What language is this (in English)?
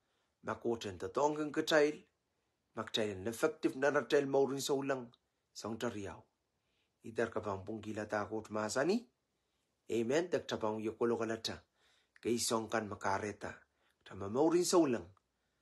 Pohnpeian